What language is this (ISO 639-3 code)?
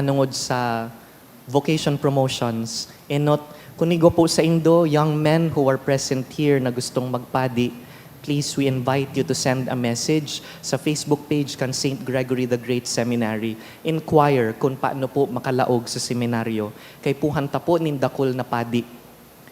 bik